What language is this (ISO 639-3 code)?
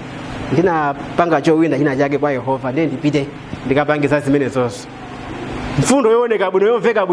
nya